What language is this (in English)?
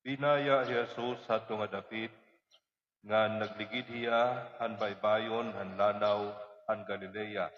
Waray